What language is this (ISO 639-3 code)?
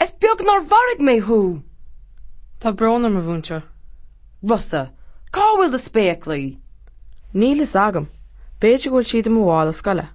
gle